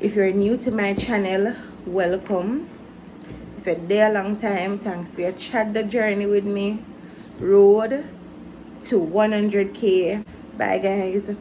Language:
Jamaican Creole English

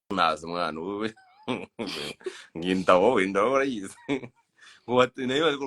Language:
Kinyarwanda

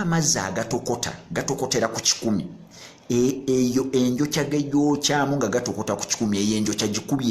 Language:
Ganda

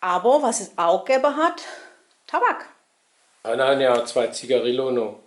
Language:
Swabian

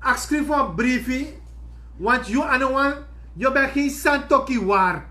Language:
Sranan Tongo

